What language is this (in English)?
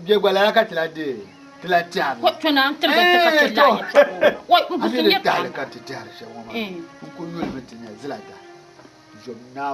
Dagbani